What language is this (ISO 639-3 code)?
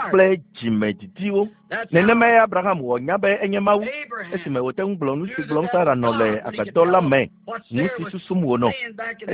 ewe